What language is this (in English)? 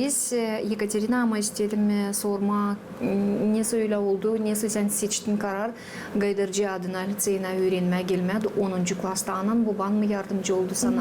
Gagauz